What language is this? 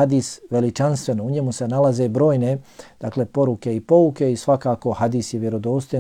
Bosnian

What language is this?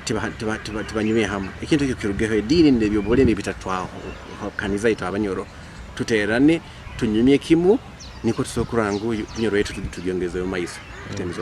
Nyoro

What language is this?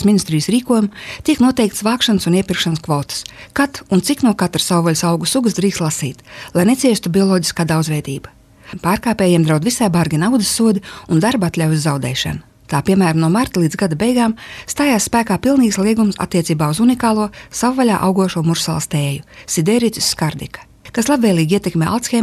Latvian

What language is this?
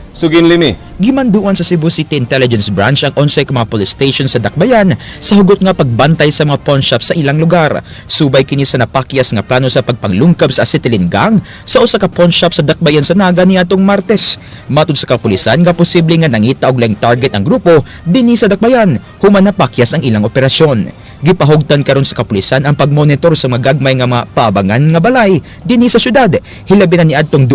Cebuano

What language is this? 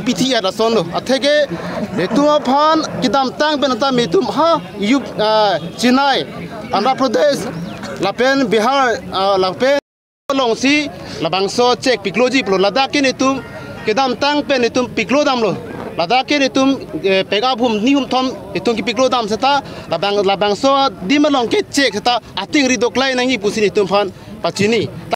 Karbi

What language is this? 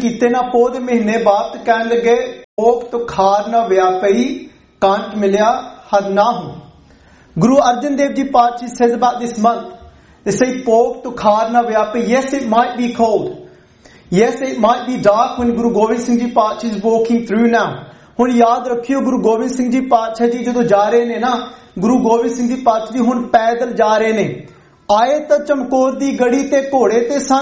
Punjabi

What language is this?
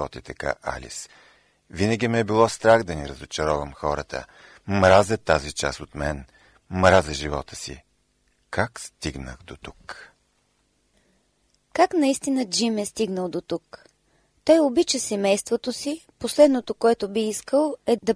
Bulgarian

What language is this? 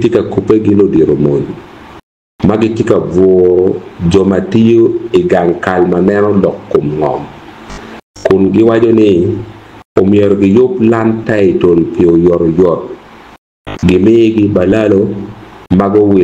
Acoli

